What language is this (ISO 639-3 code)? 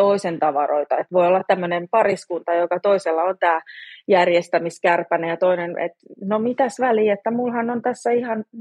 fin